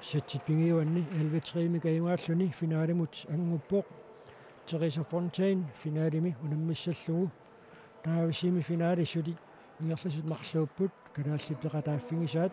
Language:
Kalaallisut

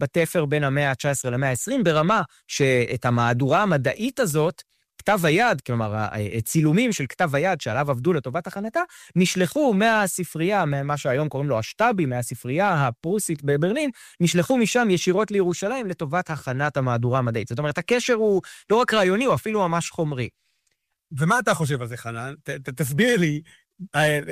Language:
Hebrew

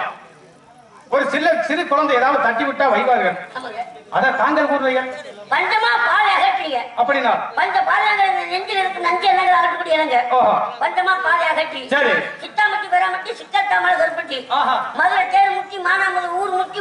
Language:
Tamil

